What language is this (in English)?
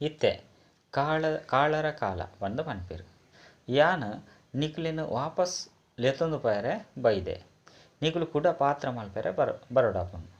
Tulu